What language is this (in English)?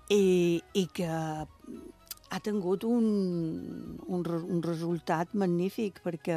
Catalan